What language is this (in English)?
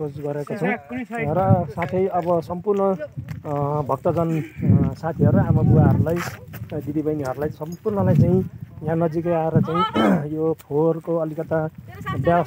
Nepali